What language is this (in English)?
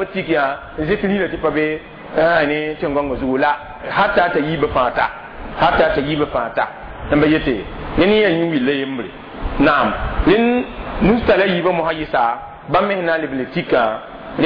Mossi